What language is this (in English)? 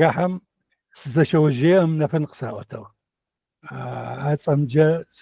Adyghe